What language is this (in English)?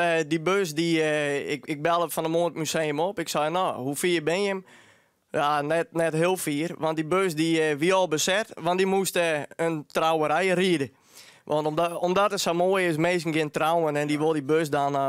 Western Frisian